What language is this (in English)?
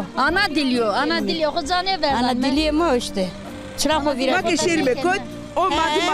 Zaza